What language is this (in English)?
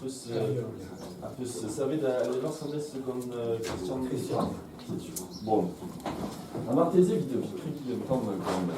Breton